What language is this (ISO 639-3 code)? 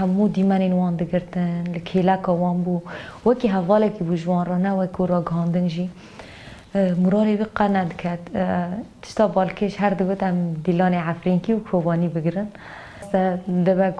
kur